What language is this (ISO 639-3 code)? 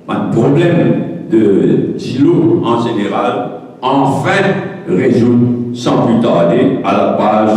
mfe